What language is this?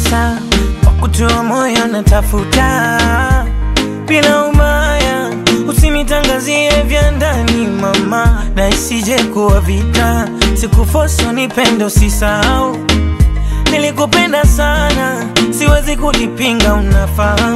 Swahili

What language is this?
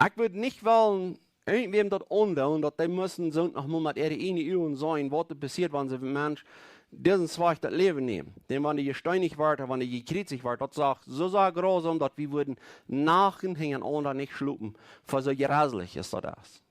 Plautdietsch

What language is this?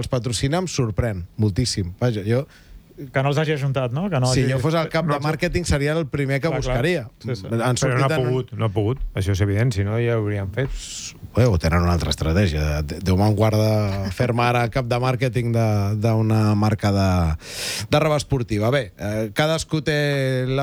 Catalan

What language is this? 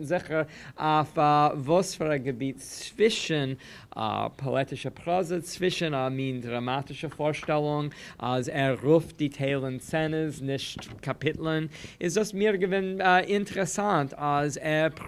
Yiddish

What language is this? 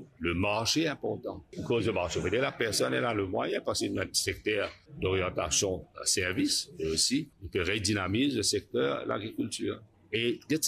Morisyen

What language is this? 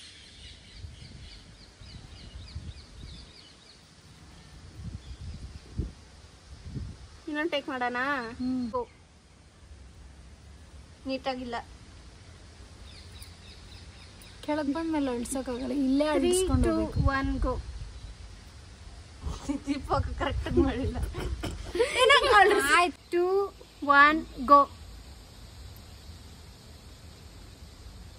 Kannada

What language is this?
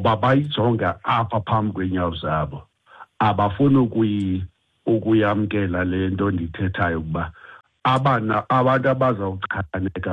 Xhosa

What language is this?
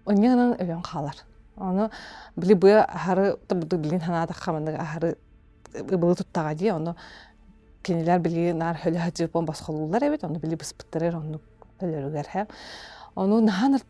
Yakut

